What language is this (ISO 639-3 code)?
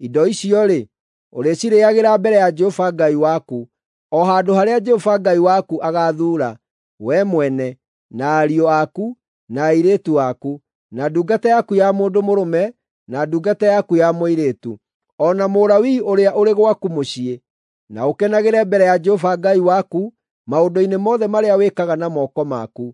kik